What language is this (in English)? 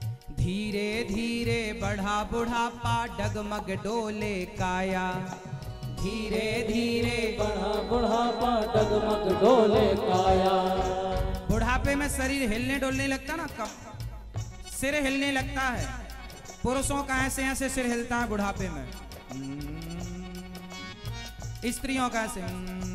Hindi